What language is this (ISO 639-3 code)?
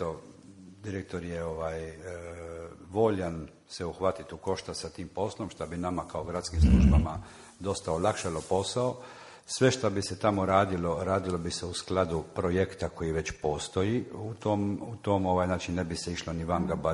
hrv